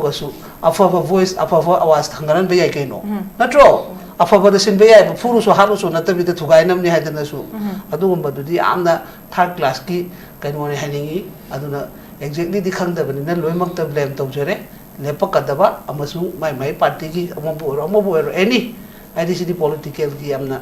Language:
Manipuri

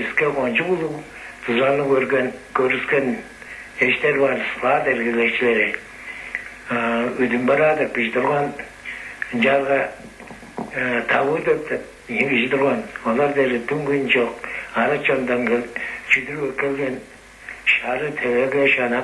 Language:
Tuvinian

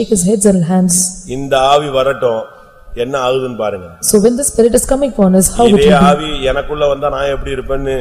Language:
Tamil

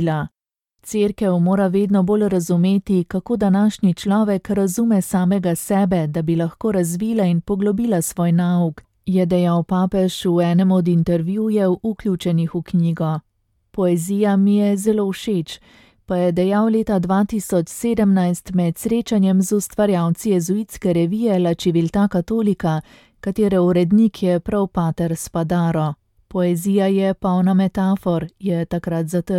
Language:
Slovenian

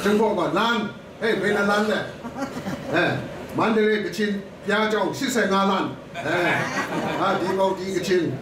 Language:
Kachin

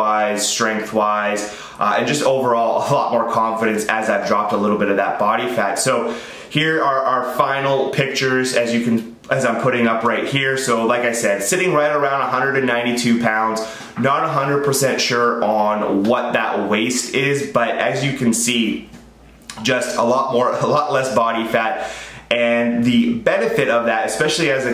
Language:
English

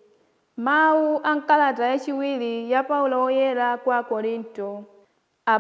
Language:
Nyanja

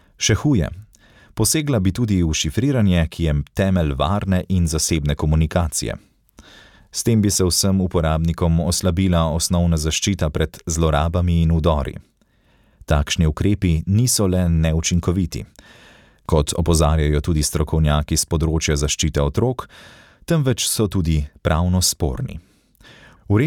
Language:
Slovenian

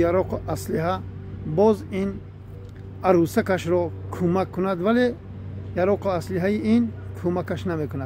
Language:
Tajik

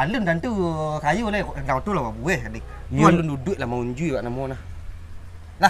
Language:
Minangkabau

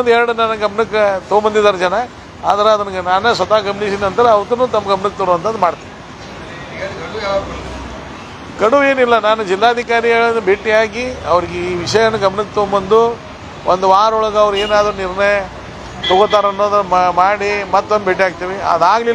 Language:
Kannada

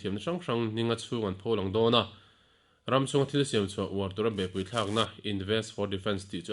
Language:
Mizo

